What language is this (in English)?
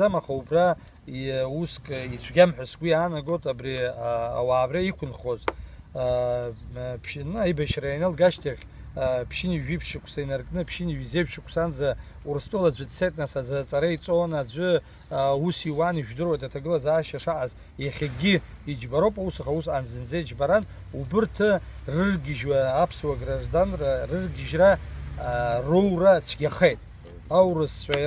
Abkhazian